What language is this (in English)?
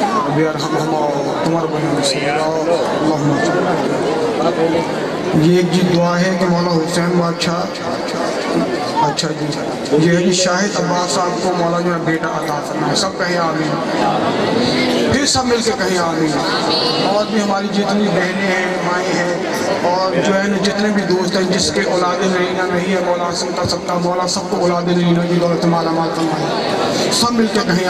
Urdu